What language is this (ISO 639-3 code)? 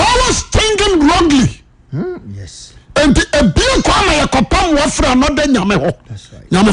aka